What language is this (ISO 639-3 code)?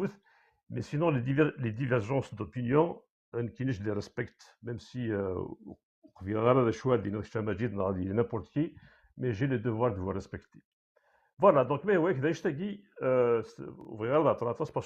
kab